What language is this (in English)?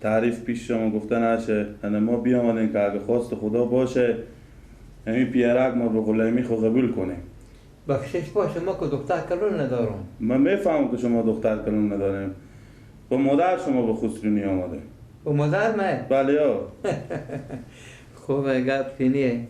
Persian